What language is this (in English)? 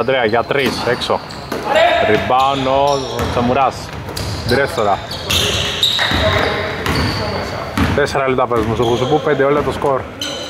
Greek